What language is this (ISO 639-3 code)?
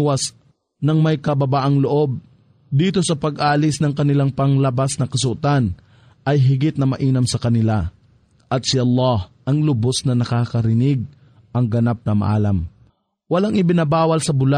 fil